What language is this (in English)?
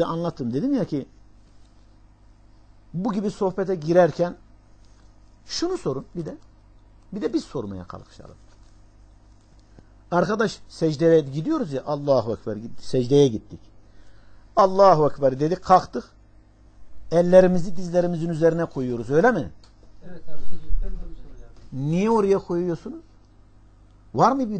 Turkish